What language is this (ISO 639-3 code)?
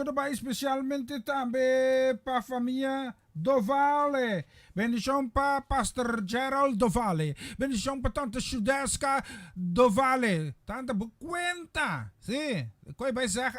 pap